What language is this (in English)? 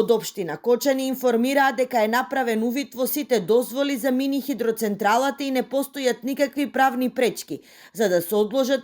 Macedonian